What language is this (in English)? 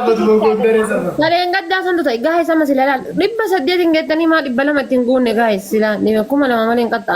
Oromo